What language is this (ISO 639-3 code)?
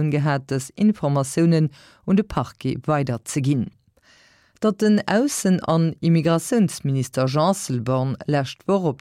ltz